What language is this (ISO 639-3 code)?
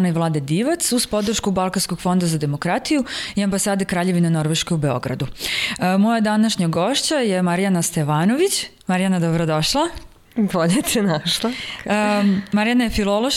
srp